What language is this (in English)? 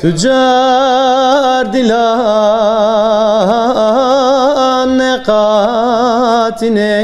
Zaza